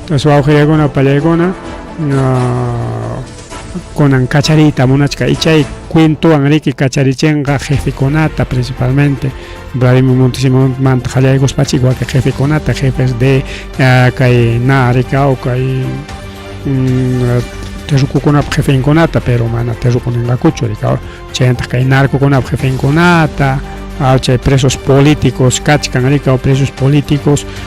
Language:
Ayacucho Quechua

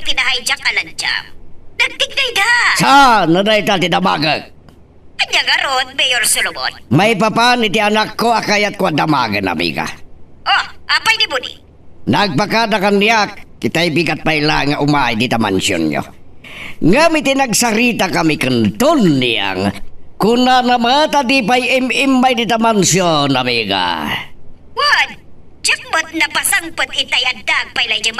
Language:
Iloko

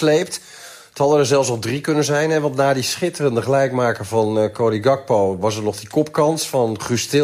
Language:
Dutch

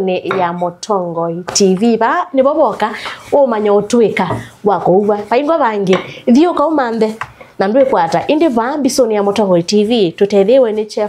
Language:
Kamba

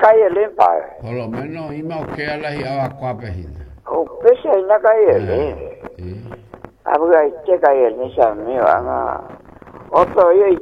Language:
Guarani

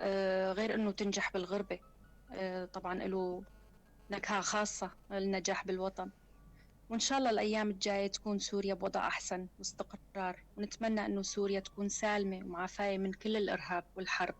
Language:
North Levantine Arabic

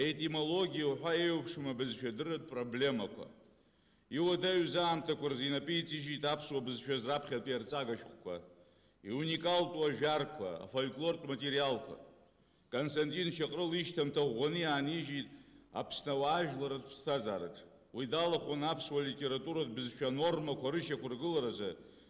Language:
Abkhazian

